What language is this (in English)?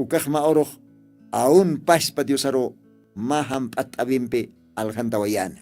Aymara